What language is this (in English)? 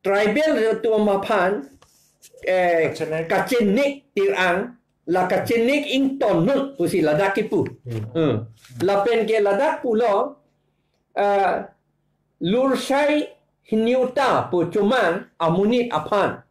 Karbi